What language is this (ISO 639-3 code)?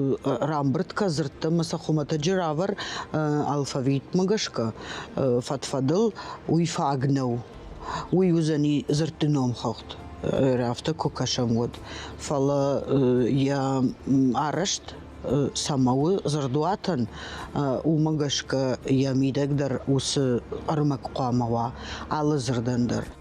oss